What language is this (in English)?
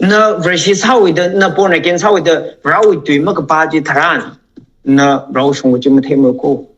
Tangkhul Naga (India)